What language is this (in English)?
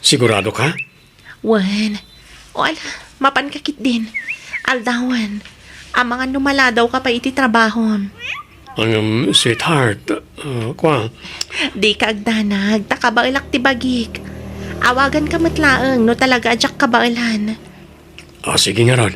Iloko